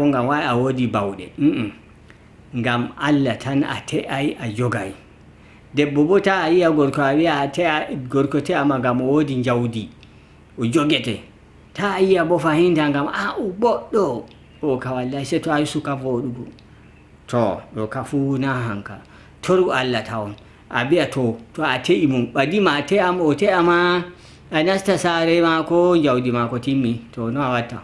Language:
Nigerian Fulfulde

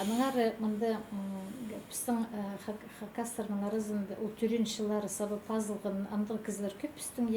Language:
Khakas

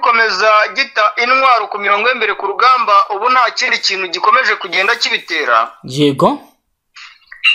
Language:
Kinyarwanda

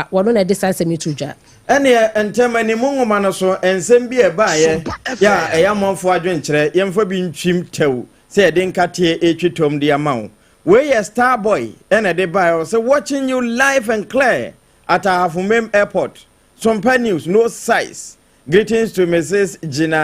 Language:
Akan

